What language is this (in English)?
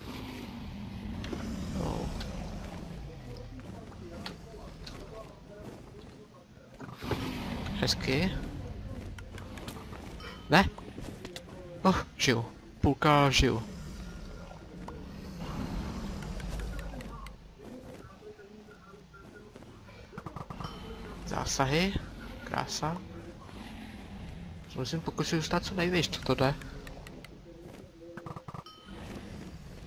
Czech